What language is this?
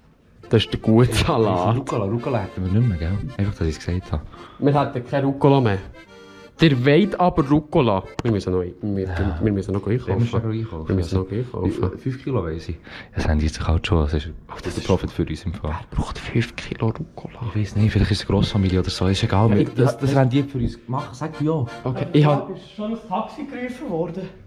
Swiss German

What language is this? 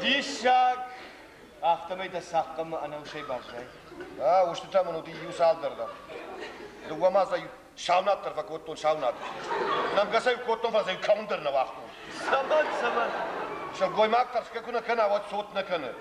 Ossetic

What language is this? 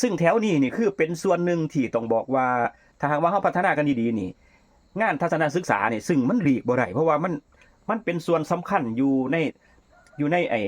Northeastern Thai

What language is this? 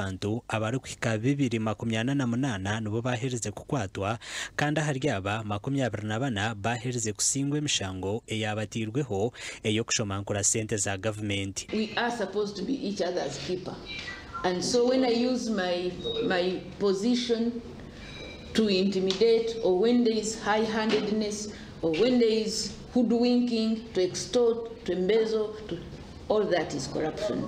Nyankole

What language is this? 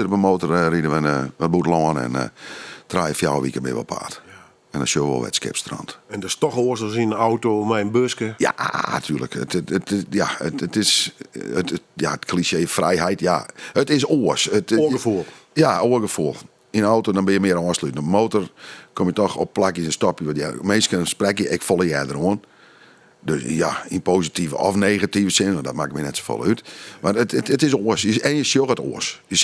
Western Frisian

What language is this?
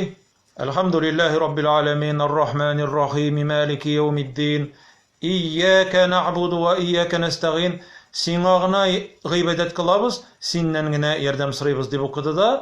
Tatar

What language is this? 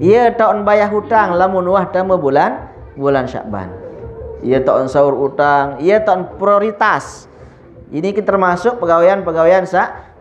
Sasak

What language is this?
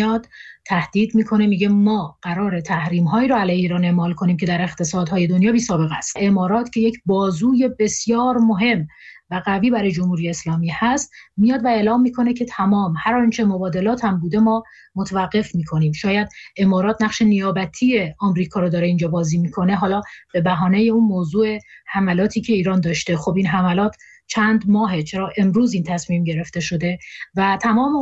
Persian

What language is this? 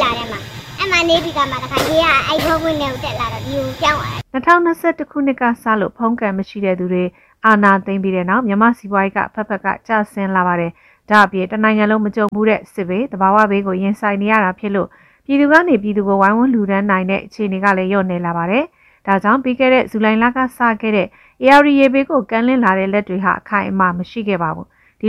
Burmese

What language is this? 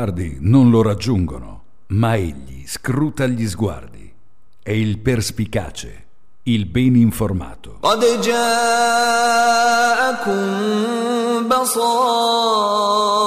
Italian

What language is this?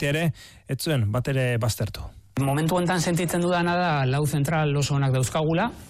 Basque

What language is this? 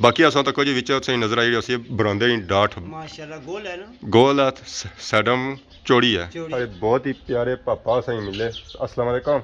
Pahari-Potwari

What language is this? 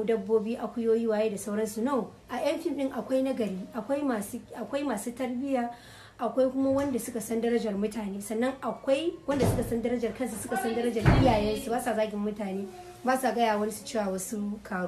Hausa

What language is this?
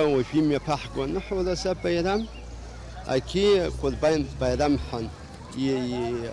Abkhazian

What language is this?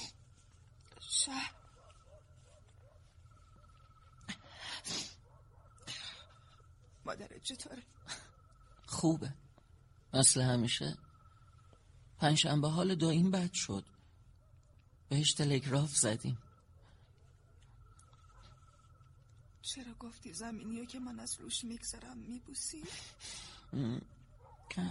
Persian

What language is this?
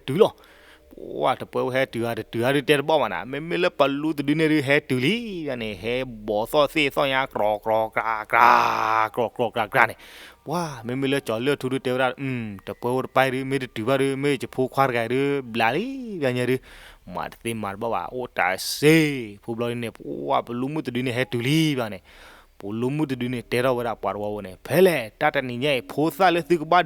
S'gaw Karen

